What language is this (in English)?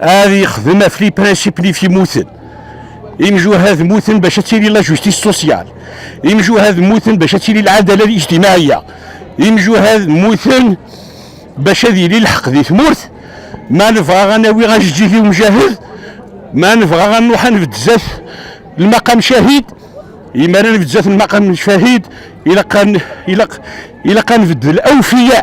Kabyle